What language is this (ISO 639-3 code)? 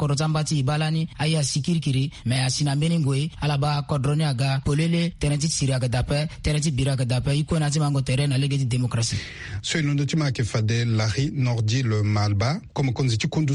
sag